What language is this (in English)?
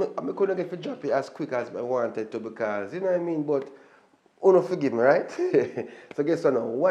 Jamaican Creole English